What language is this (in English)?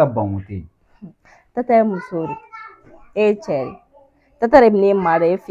Bambara